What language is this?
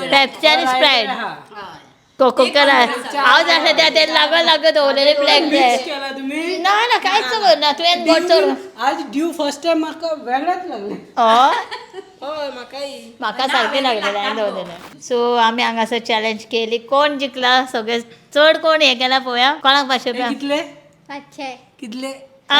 Konkani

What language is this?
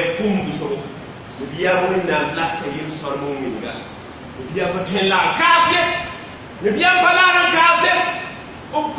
Mossi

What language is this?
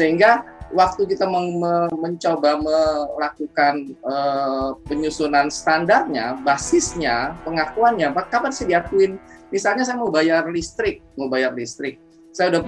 Indonesian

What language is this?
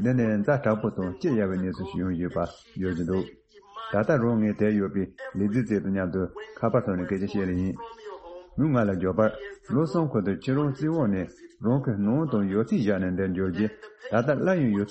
Tibetan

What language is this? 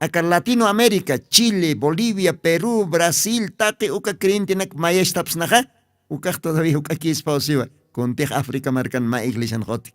Aymara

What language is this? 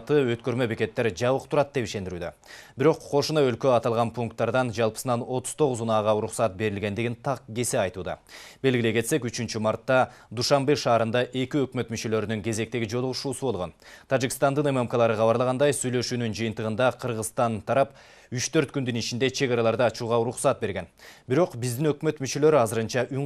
Kyrgyz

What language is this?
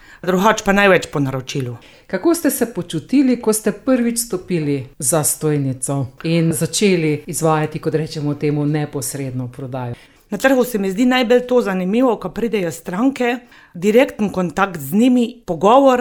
Slovenian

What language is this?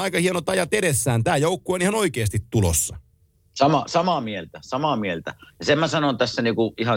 Finnish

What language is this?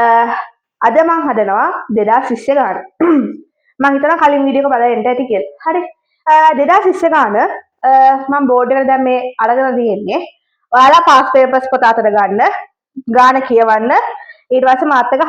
Sinhala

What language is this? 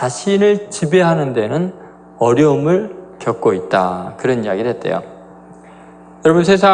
Korean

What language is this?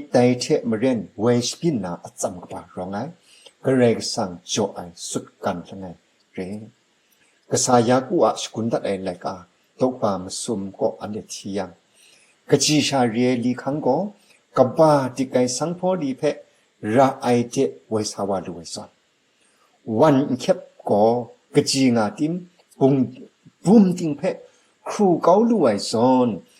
Kachin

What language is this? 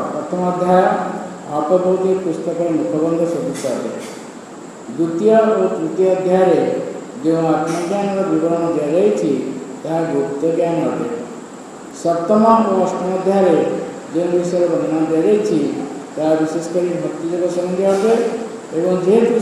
Odia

